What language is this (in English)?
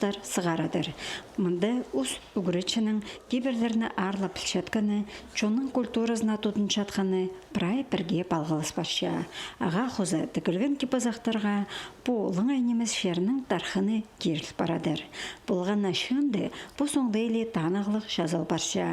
Khakas